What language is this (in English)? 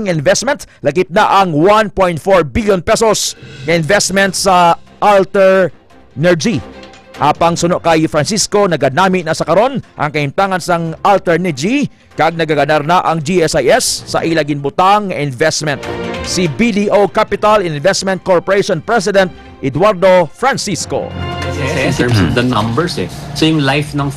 Hiligaynon